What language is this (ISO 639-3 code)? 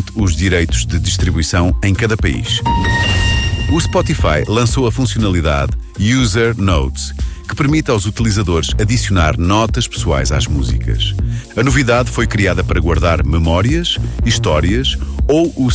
por